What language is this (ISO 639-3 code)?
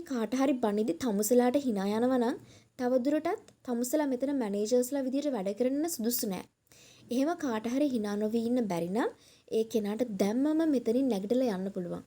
sin